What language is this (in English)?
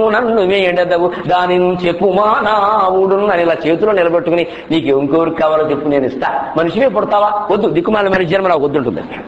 Telugu